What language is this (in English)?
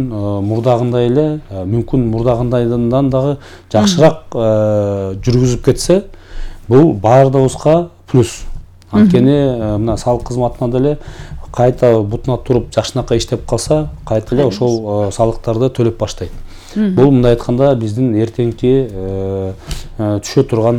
Kyrgyz